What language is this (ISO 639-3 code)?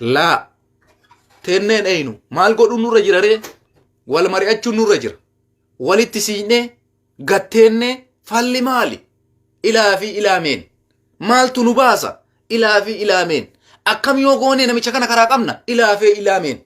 orm